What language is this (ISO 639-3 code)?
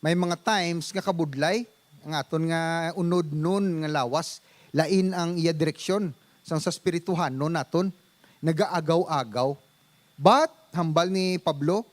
hil